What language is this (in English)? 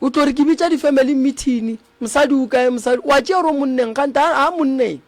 Northern Sotho